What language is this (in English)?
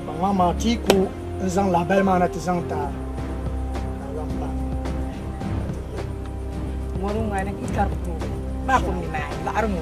Dagbani